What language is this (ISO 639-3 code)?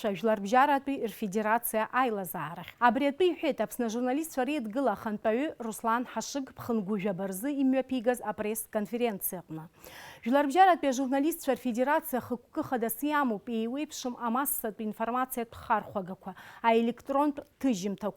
abk